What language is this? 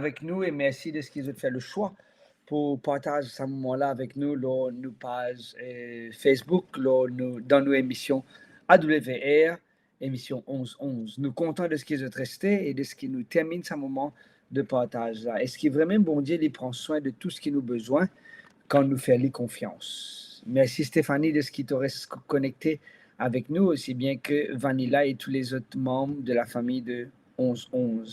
Morisyen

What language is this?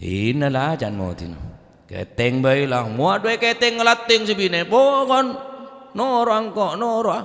Madurese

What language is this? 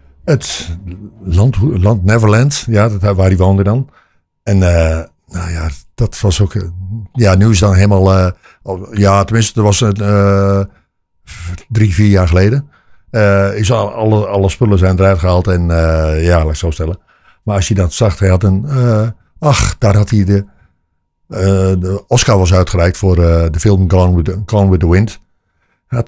Dutch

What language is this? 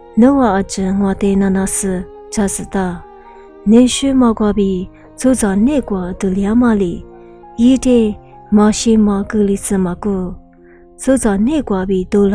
Lisu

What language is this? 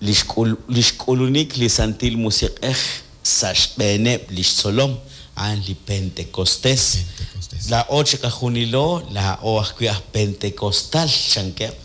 Kekchí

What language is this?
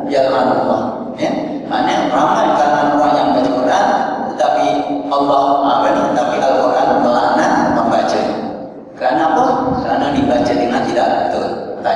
Malay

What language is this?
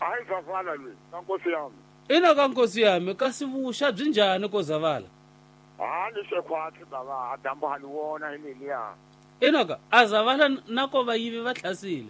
Tsonga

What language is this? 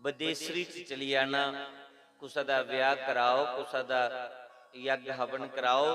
Dogri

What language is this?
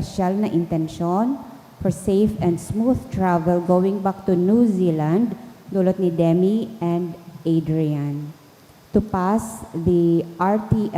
Bikol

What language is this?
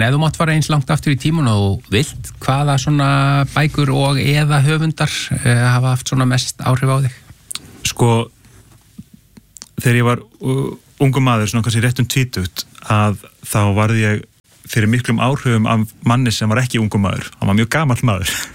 Icelandic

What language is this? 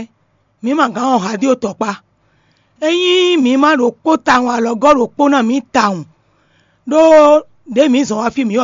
Fon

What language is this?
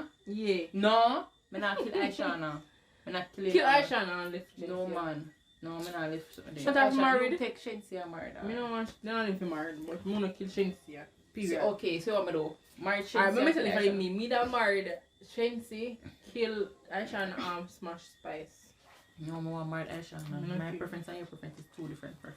Jamaican Creole English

